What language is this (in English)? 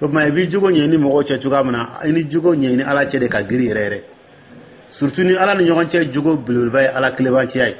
Dyula